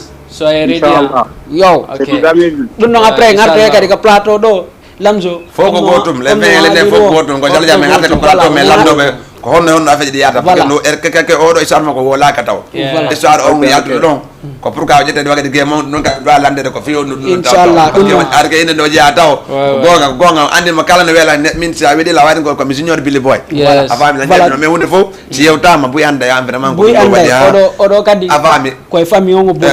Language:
Fula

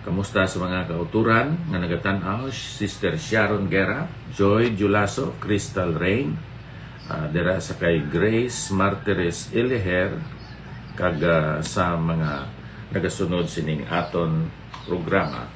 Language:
Hiligaynon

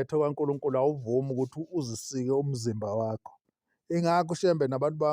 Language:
Zulu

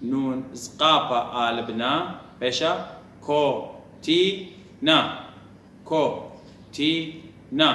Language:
Assyrian Neo-Aramaic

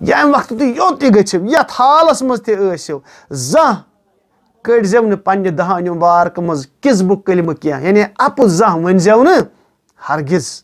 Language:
Kashmiri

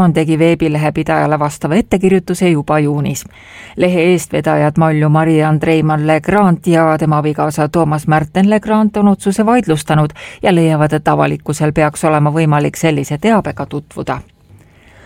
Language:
Estonian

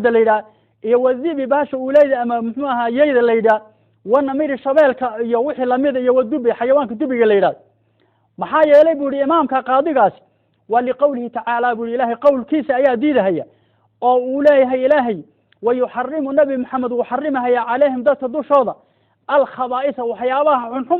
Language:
Somali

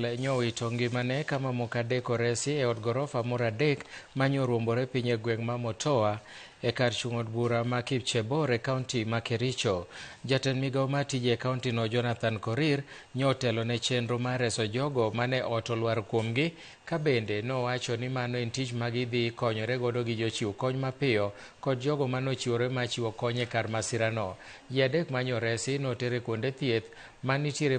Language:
Luo (Kenya and Tanzania)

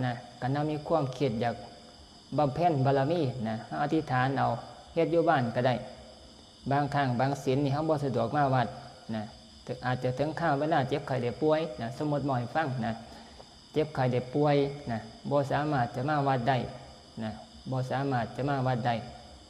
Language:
Northeastern Thai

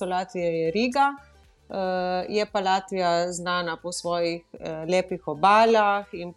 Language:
Slovenian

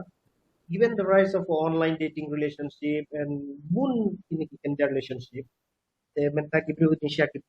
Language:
Khasi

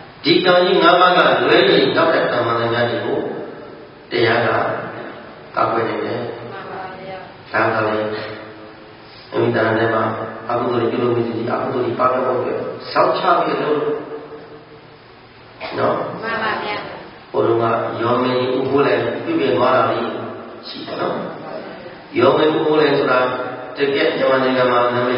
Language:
Burmese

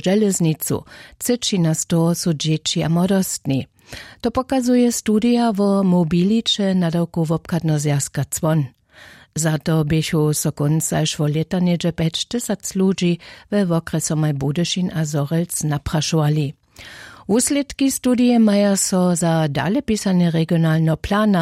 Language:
Upper Sorbian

